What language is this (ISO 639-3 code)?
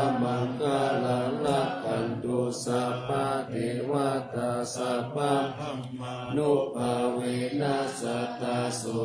pli